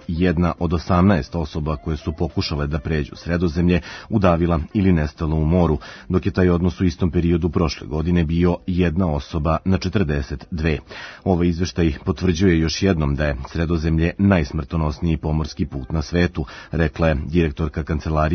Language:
Serbian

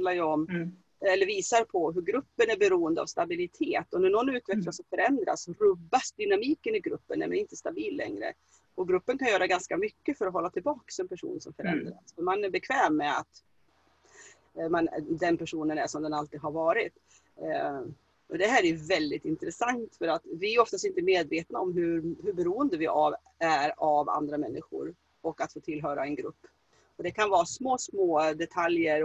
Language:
Swedish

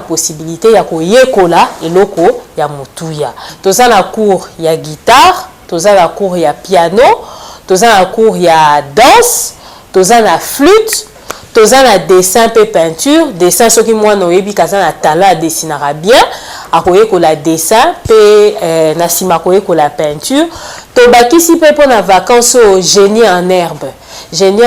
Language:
Lingala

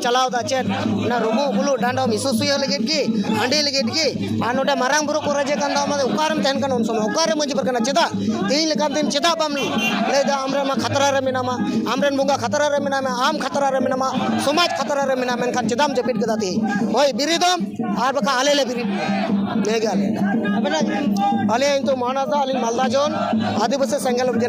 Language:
Santali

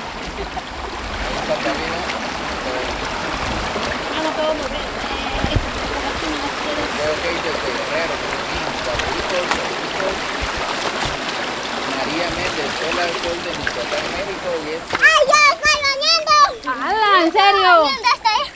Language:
Spanish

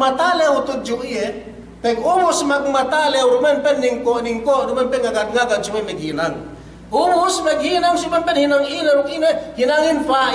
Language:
Yakan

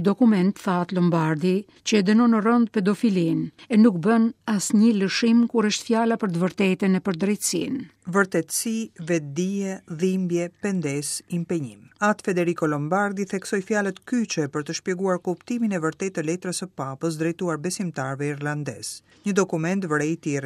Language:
Albanian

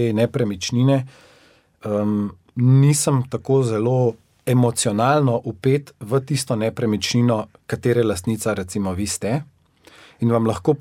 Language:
Slovenian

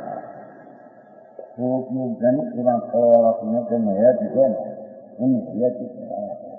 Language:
Gujarati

